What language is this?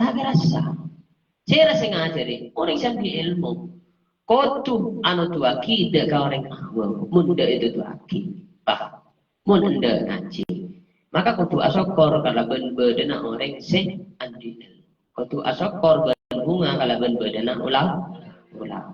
Madurese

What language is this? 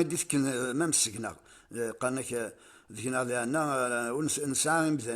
Kabyle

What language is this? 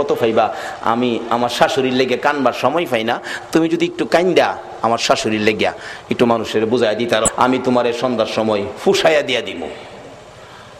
Bangla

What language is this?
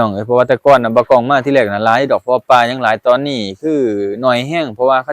Lao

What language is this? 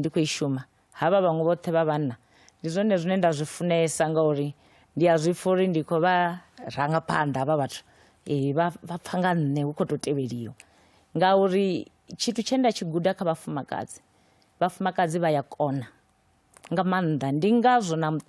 Venda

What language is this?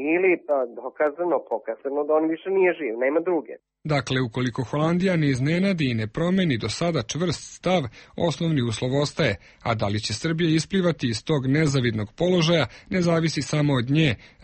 Serbian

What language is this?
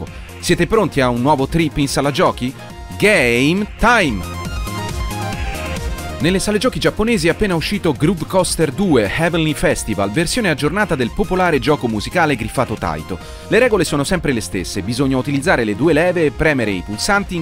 Italian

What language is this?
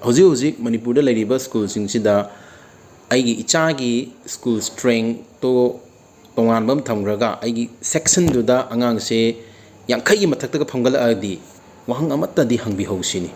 Manipuri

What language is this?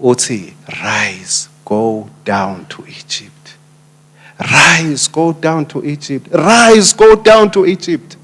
Swati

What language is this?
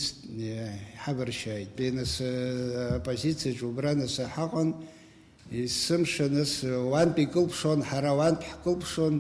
Abkhazian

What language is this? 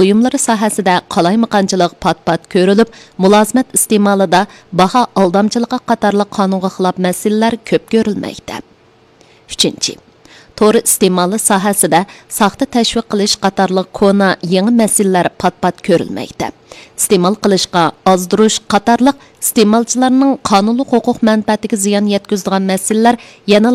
Uyghur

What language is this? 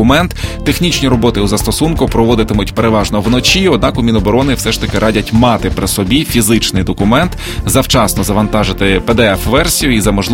Ukrainian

